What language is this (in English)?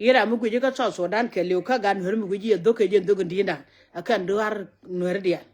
Nuer